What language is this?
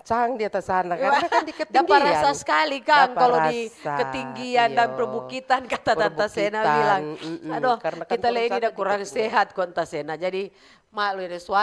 Manado Malay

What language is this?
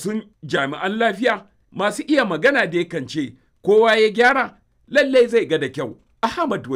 Hausa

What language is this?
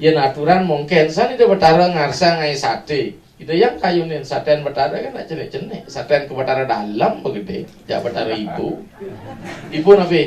Balinese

